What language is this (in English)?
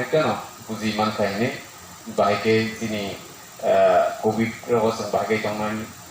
Kok Borok